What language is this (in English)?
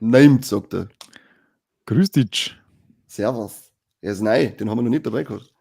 Bavarian